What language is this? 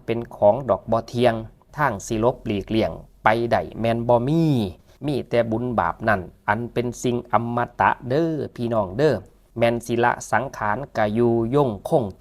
Northeastern Thai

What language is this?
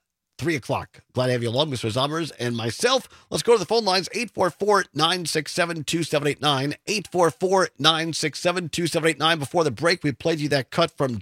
English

